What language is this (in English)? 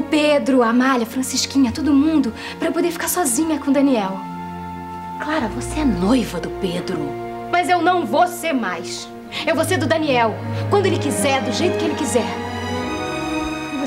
Portuguese